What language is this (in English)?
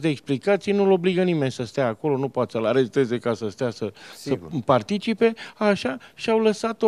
Romanian